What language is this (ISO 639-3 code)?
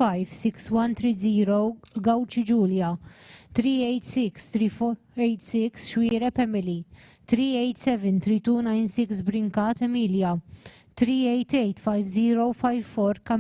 eng